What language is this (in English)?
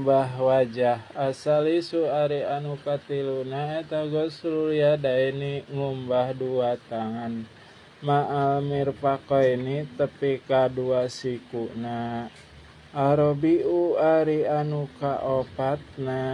Sundanese